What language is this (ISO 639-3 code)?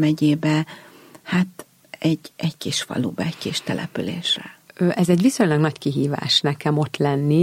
hun